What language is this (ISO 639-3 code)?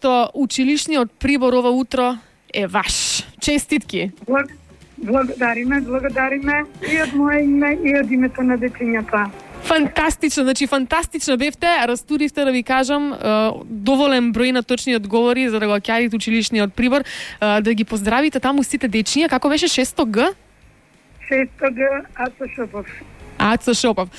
mkd